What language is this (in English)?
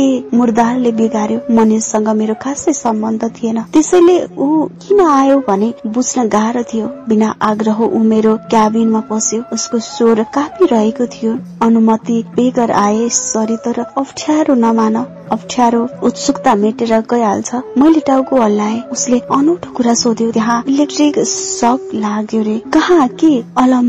Nepali